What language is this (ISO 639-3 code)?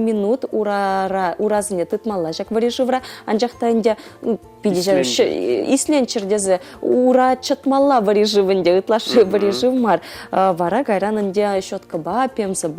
chv